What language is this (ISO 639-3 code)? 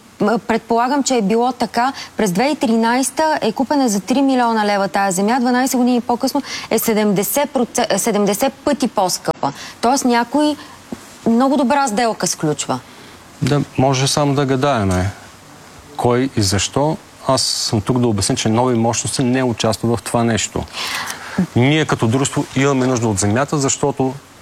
bul